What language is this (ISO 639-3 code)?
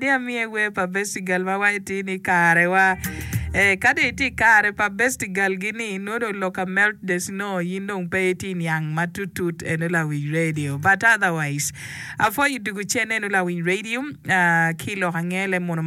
ach